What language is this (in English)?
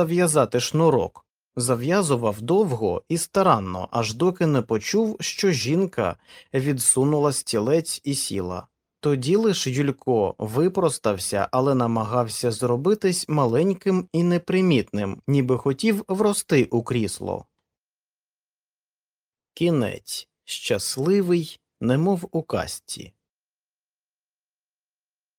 Ukrainian